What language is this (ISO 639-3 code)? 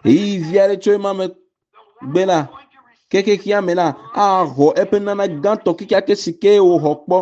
ewe